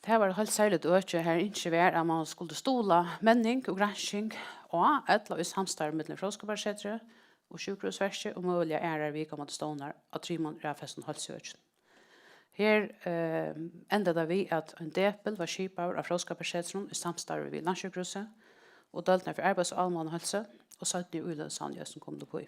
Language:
Faroese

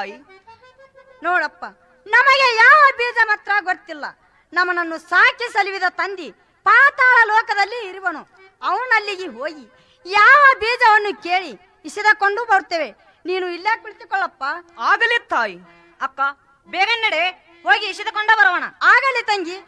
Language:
Kannada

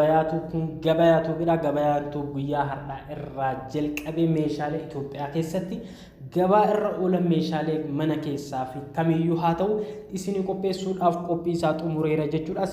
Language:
Oromo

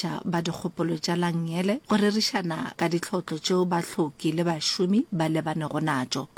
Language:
Northern Sotho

